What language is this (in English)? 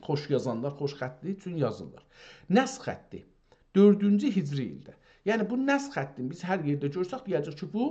South Azerbaijani